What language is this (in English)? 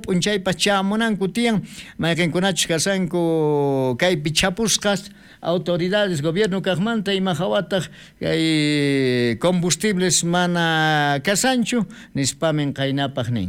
South Bolivian Quechua